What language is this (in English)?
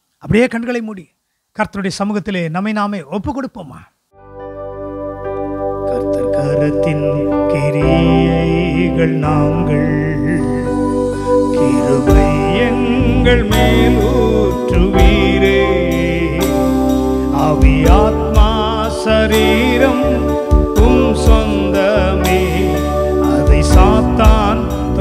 Tamil